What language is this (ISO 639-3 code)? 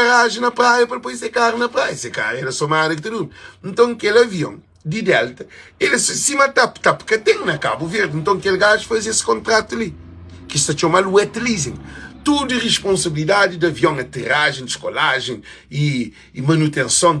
kea